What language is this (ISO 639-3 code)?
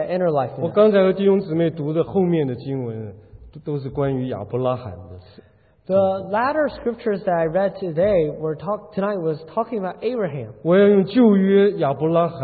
zho